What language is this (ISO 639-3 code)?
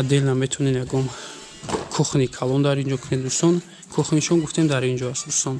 tgk